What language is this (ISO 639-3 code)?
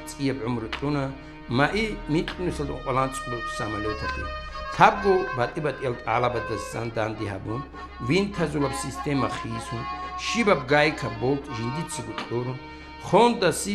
ava